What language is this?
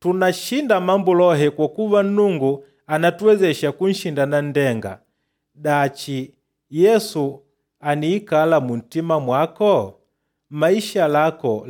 Makonde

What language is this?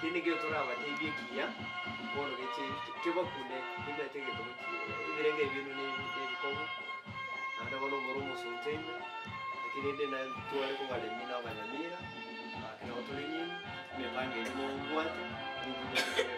Gusii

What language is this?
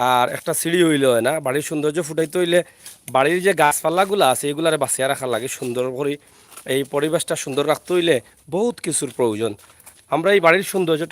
Sylheti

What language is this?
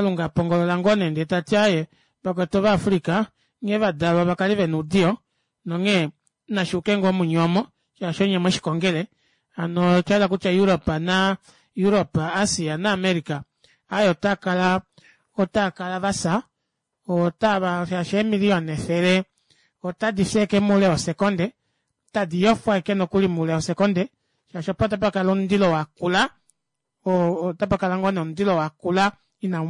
Kuanyama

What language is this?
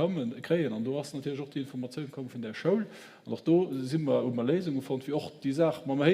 Luxembourgish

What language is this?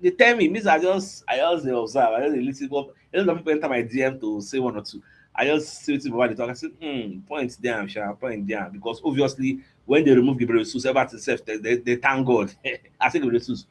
Nigerian Pidgin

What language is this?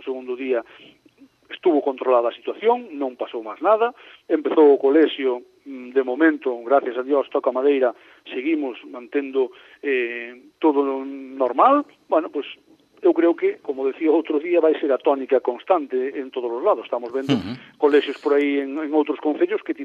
Galician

